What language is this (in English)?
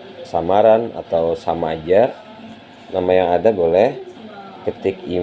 Banjar